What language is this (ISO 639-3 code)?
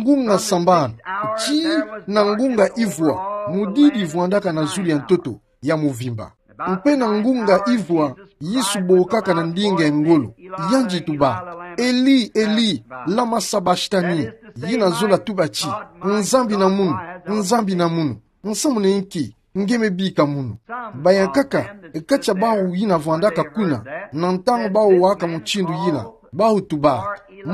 ktu